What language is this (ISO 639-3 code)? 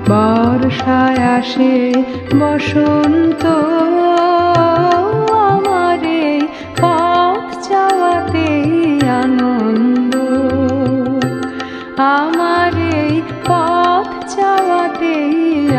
ben